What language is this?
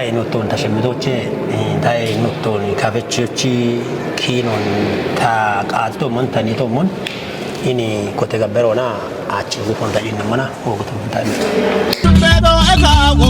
Kafa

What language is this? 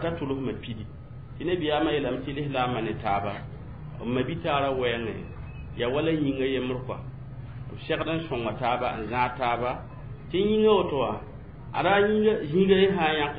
Mossi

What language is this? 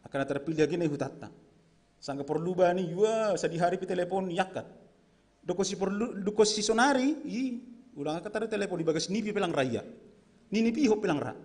Batak Simalungun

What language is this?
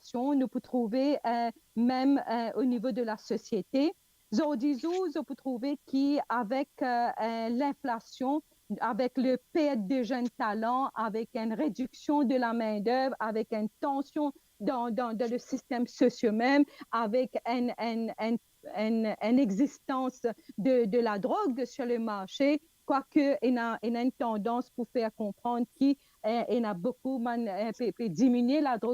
Morisyen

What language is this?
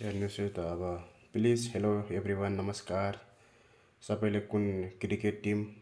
Nepali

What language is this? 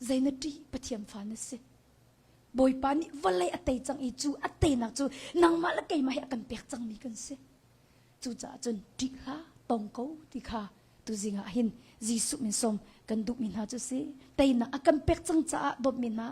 Hakha Chin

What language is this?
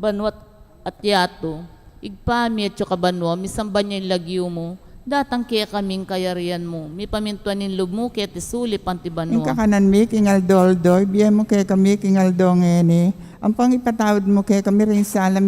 Pampanga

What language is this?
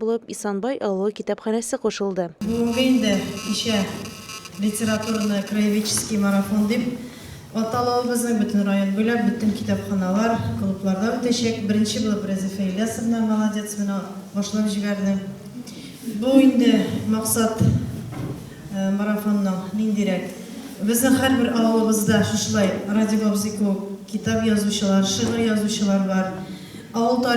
Tatar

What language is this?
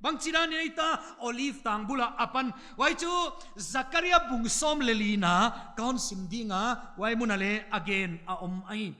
Paite Chin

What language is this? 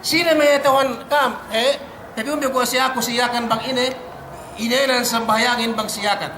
Yakan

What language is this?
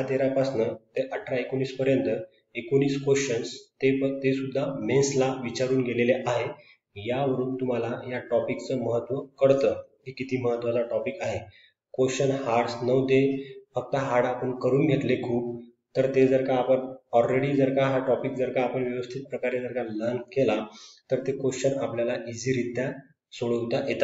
Marathi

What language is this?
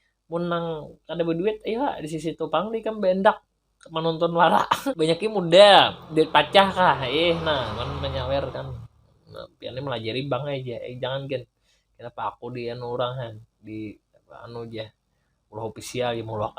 Banjar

